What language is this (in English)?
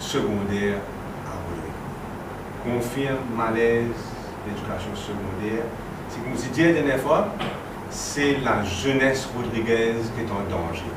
Morisyen